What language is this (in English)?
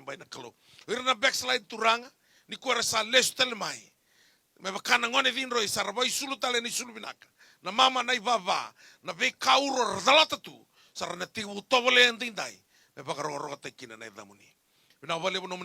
Fijian